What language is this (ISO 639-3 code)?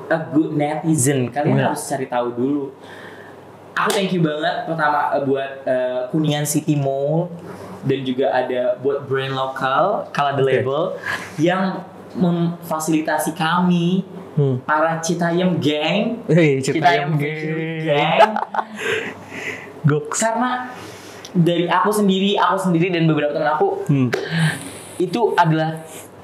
ind